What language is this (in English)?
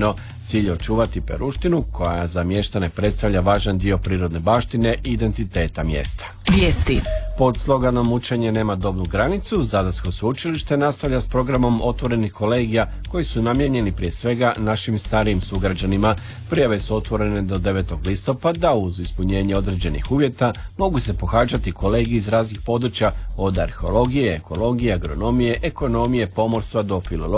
Croatian